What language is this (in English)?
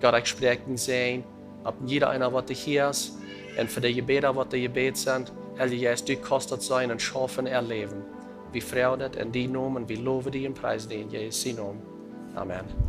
Plautdietsch